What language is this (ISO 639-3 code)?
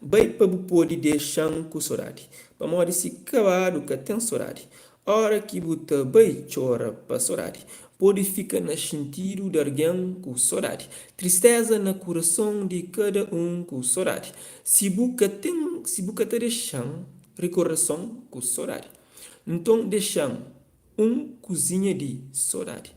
kea